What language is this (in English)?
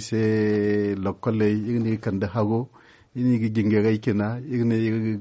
Zarma